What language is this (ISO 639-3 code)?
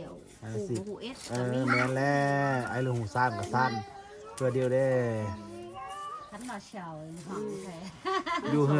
lao